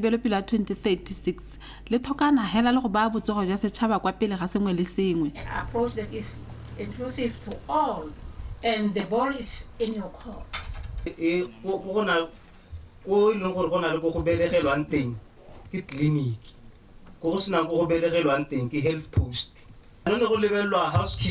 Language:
Tswana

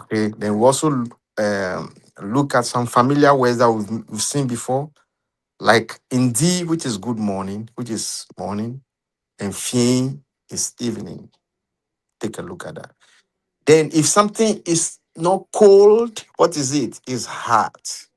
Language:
Ewe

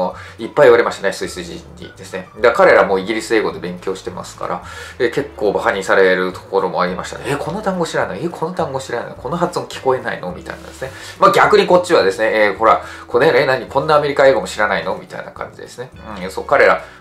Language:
Japanese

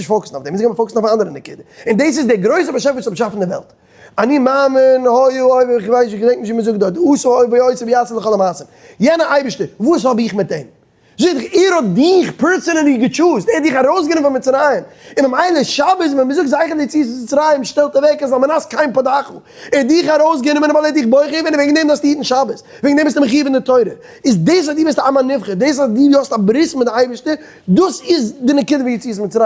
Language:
Yiddish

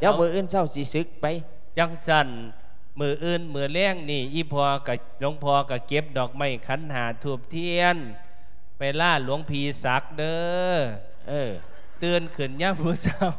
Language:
Lao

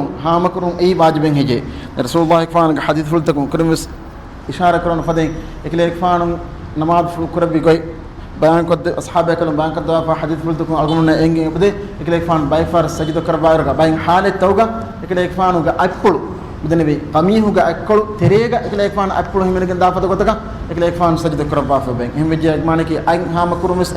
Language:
Divehi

